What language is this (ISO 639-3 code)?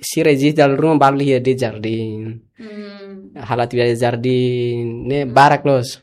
tet